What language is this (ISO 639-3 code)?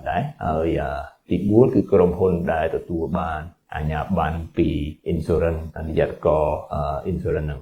khm